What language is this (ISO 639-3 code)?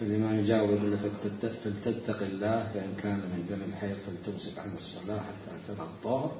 acm